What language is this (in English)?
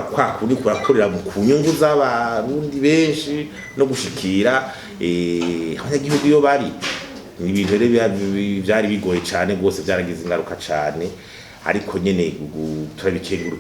Rundi